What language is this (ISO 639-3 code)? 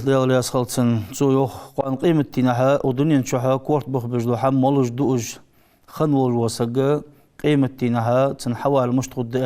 inh